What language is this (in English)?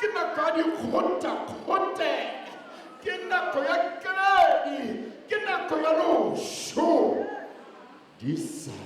Tswana